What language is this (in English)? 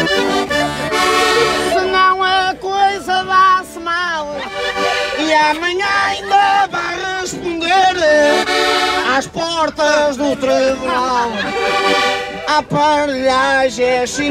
Portuguese